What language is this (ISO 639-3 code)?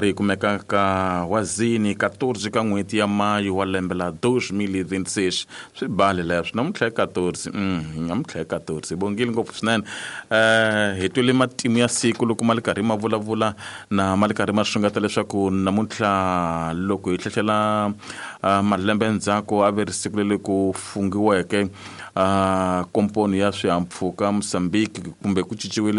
tso